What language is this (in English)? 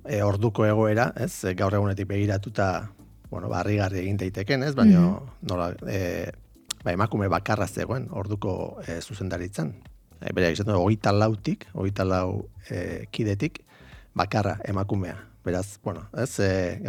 Basque